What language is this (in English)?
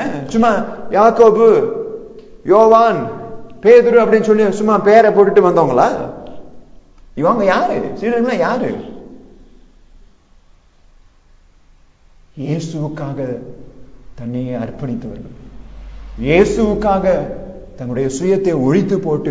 Tamil